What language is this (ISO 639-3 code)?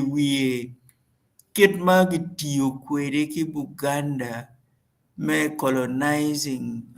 ach